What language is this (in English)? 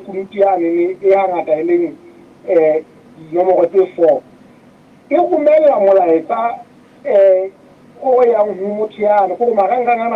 Southern Sotho